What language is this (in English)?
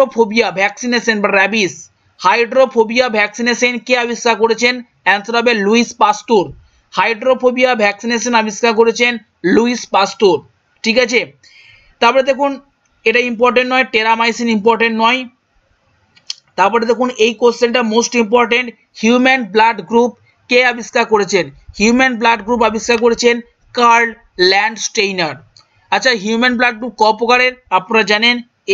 Bangla